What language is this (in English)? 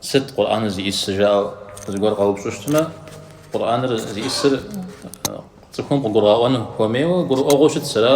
Kabardian